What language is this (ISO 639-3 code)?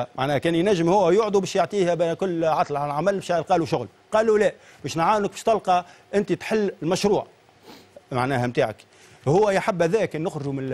aeb